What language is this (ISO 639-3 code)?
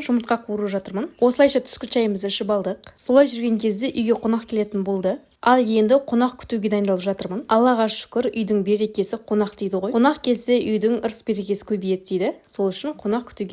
kaz